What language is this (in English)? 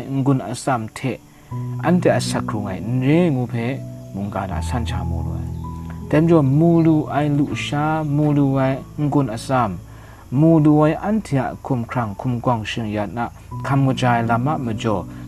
Kachin